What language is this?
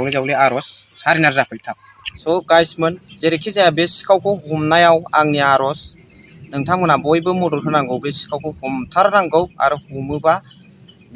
Bodo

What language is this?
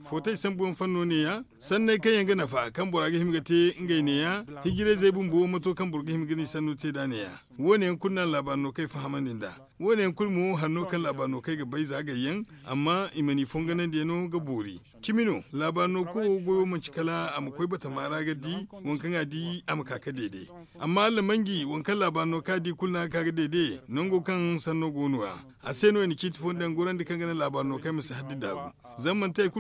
Zarma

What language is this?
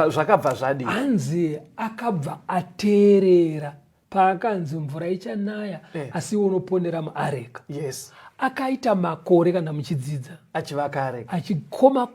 Shona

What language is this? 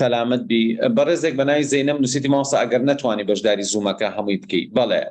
Central Kurdish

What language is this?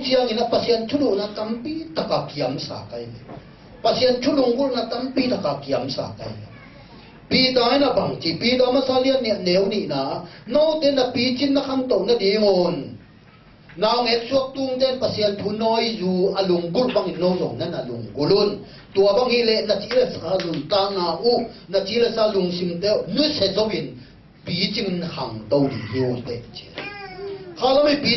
Tedim Chin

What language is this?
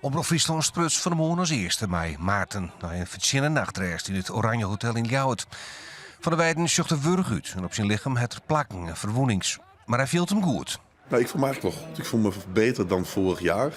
Western Frisian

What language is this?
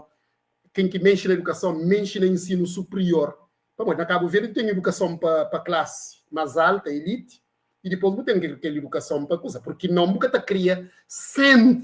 Kabuverdianu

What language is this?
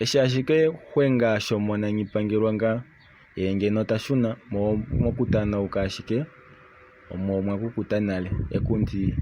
Kuanyama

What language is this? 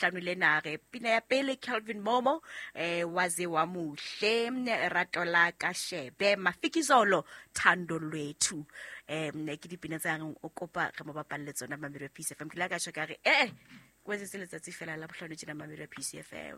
Southern Sotho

